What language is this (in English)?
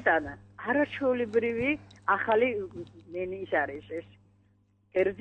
Georgian